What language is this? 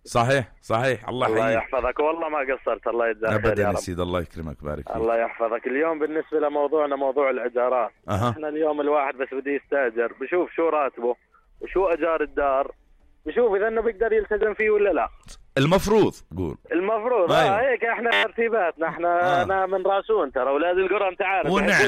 North Levantine Arabic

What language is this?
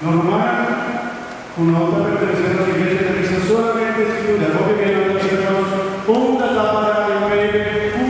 Papiamento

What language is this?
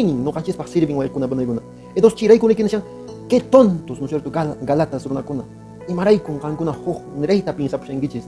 Quechua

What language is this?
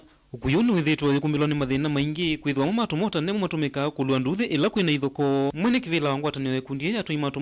Kamba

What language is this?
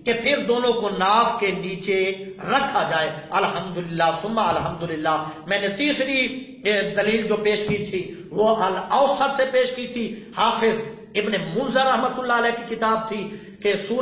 Urdu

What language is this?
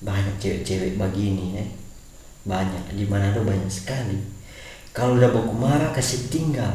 Manado Malay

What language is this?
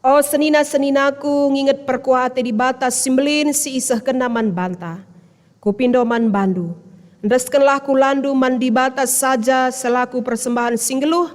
Batak Karo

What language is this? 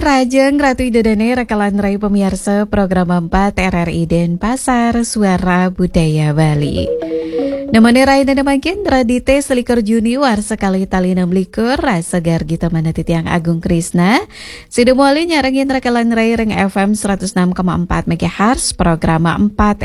Balinese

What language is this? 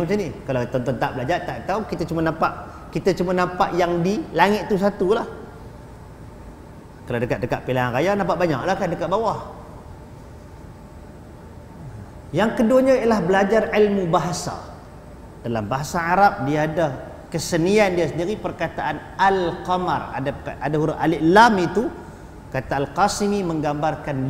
Malay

